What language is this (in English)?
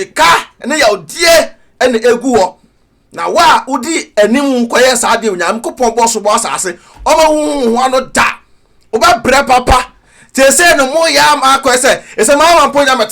Akan